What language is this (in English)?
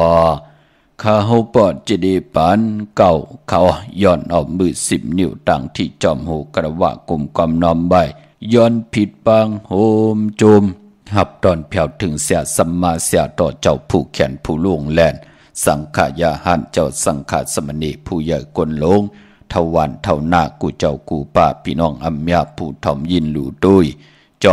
Shan